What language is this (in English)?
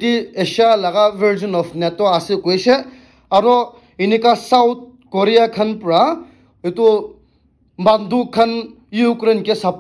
Naga Pidgin